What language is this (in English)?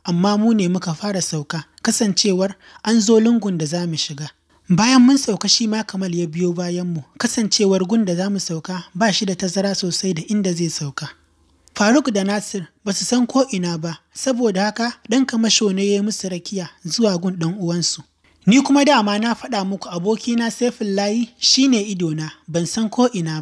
Hausa